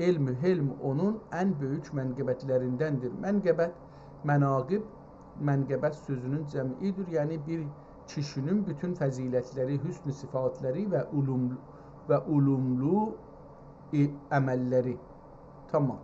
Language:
South Azerbaijani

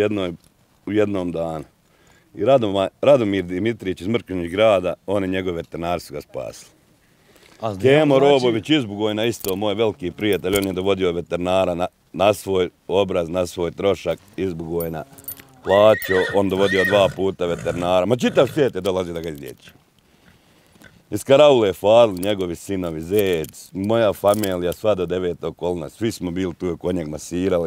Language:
Bosnian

